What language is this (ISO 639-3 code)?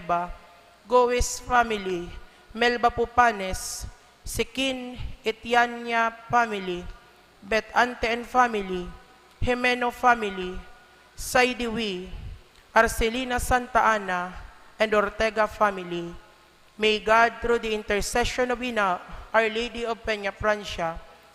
bik